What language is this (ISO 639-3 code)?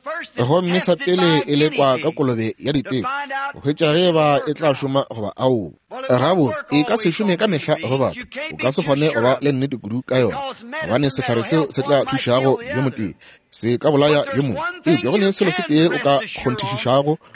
nso